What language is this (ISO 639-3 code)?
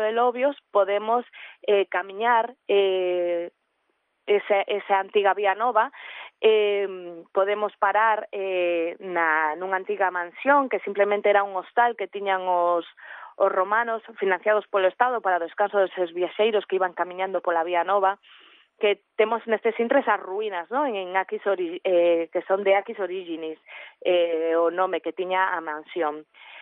glg